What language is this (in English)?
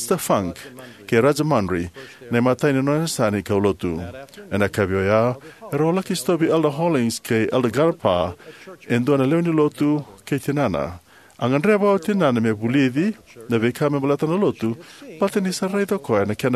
Fijian